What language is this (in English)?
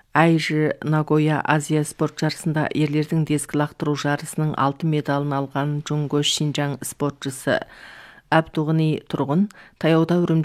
Kazakh